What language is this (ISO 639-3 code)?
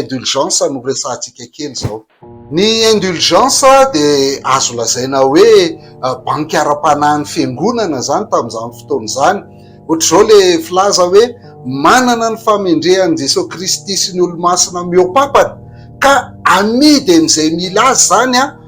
mlg